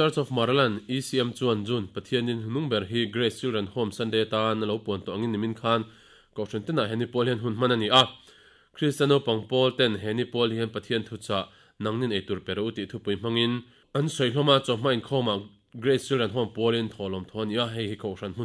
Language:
Mizo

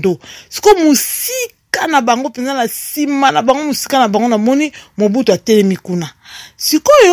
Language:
Lingala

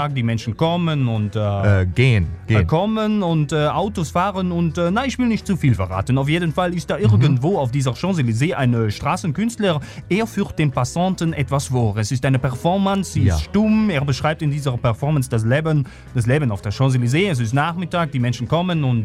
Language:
German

